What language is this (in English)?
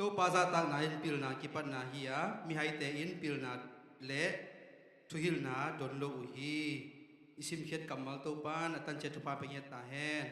Tedim Chin